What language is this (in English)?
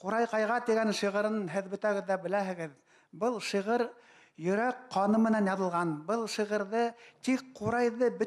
Bashkir